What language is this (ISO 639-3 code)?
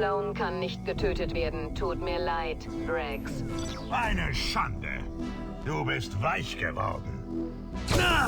bar